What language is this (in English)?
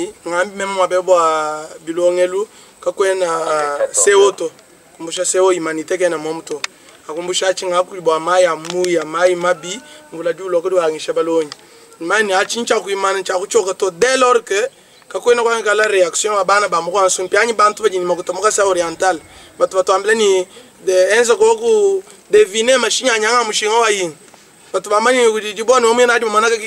Luba-Lulua